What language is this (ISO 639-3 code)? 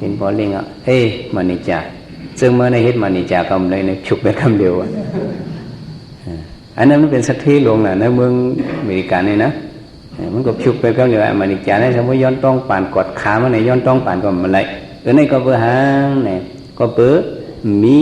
shn